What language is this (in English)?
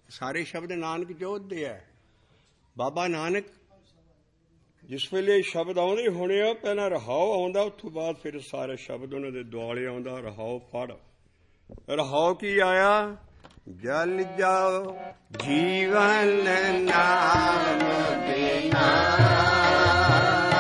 Punjabi